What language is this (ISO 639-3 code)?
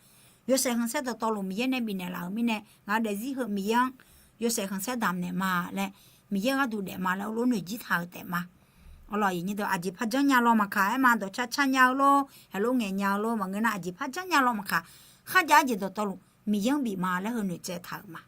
ahk